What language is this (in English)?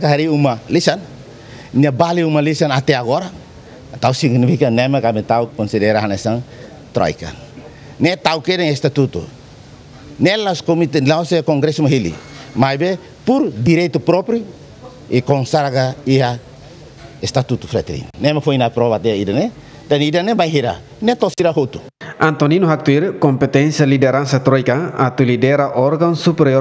Tetum